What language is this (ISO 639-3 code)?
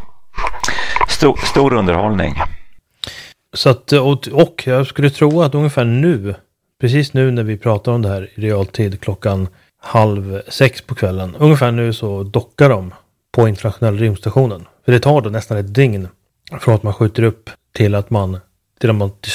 swe